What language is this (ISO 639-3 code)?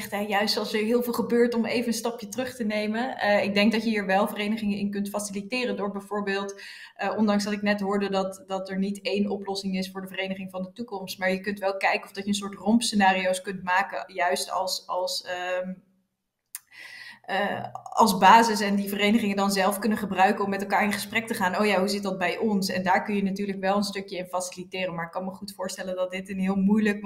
nld